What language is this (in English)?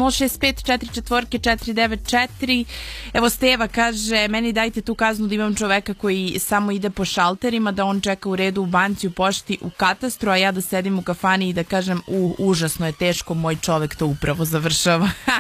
Serbian